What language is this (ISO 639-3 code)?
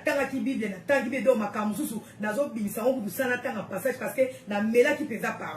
lin